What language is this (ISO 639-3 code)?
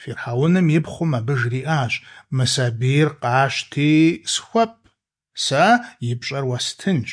kbd